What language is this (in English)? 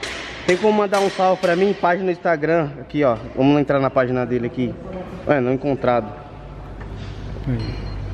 Portuguese